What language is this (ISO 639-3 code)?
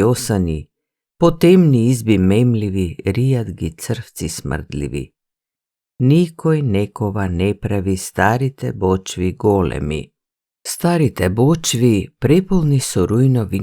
mkd